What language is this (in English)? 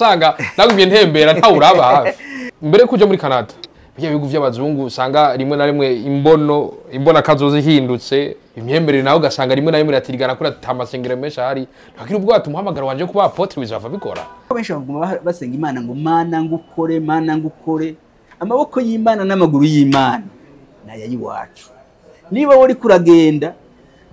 Rundi